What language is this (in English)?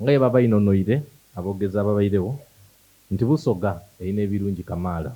Soga